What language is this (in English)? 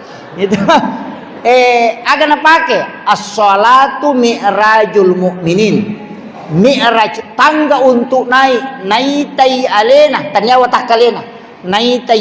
Buginese